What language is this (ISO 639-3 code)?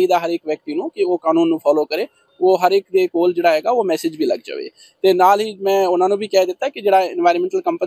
pan